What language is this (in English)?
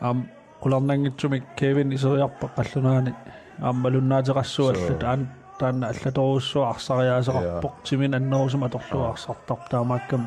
Kalaallisut